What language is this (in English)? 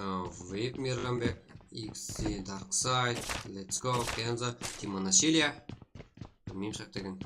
Kara-Kalpak